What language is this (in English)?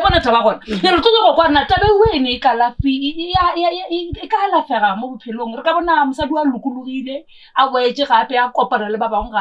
Northern Sotho